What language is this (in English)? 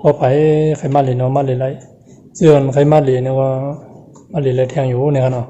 Shan